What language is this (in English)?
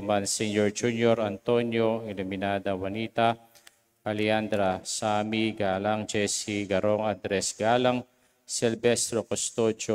Pampanga